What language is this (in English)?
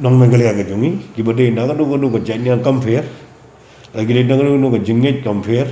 Khasi